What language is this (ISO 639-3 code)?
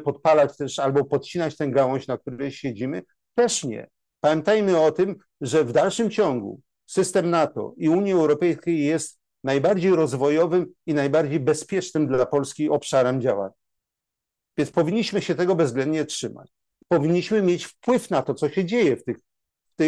pol